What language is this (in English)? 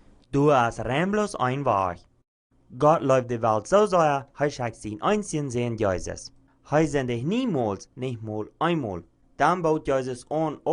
Plautdietsch